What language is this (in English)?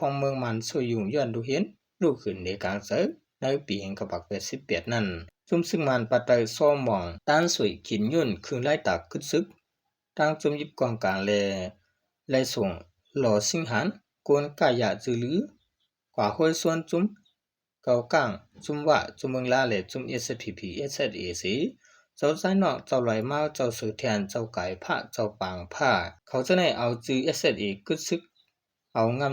Shan